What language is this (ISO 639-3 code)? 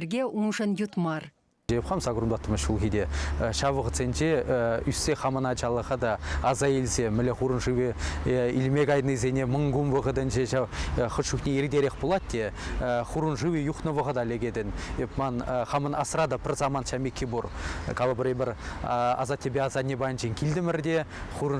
chv